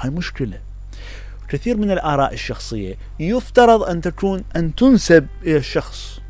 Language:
Mesopotamian Arabic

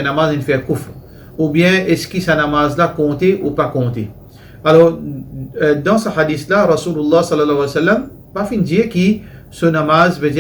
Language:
Morisyen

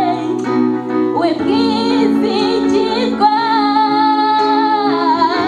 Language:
Kinyarwanda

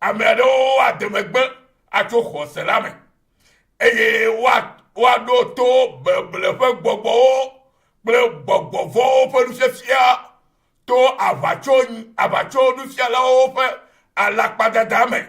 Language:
Ewe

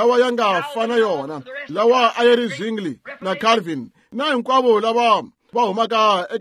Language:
Tsonga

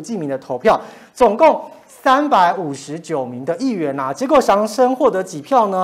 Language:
Chinese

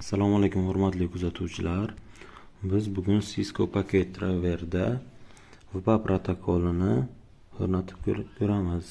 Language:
Uzbek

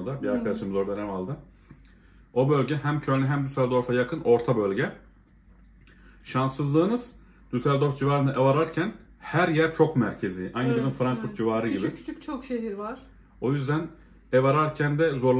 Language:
Turkish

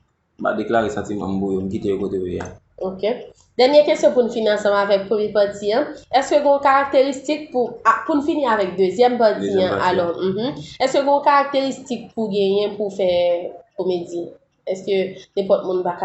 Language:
Haitian Creole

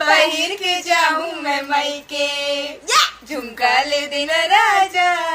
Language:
Chhattisgarhi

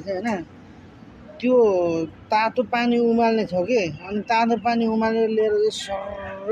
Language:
Nepali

